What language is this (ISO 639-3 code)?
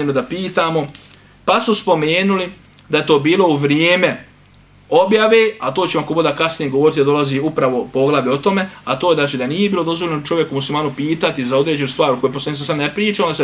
bos